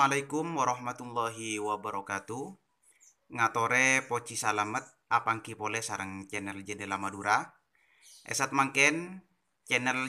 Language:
Madurese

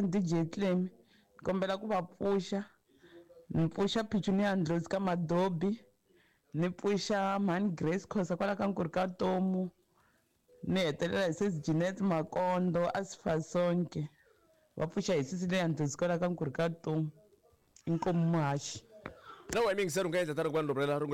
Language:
Tsonga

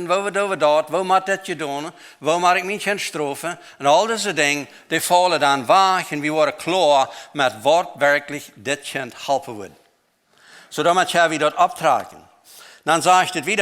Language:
Plautdietsch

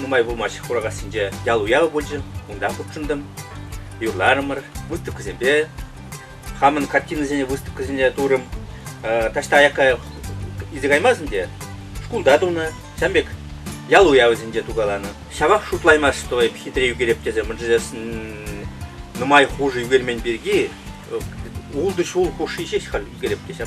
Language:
Chuvash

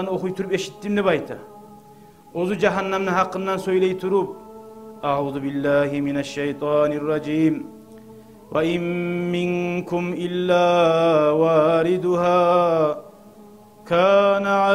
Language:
Kumyk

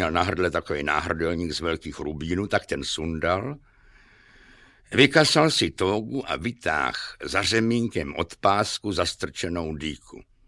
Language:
Czech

